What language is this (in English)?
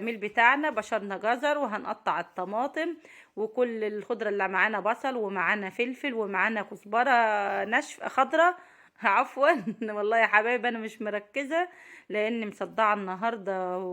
Egyptian Arabic